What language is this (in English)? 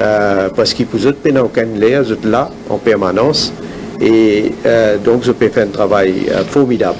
Morisyen